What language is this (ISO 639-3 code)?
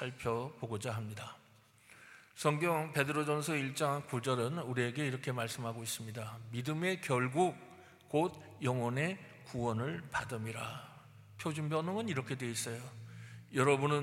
kor